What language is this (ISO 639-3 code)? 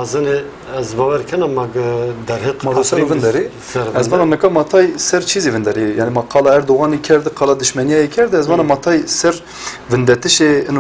zza